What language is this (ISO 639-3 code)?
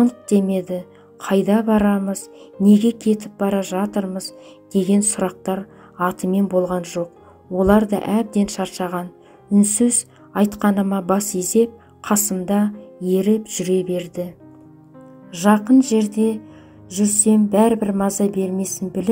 kaz